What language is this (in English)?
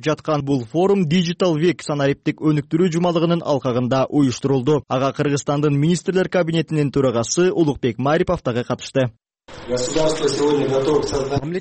Kyrgyz